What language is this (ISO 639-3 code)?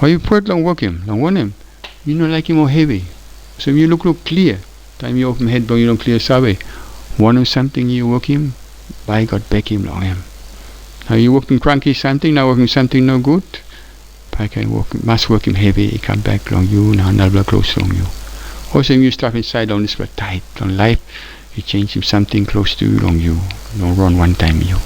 tpi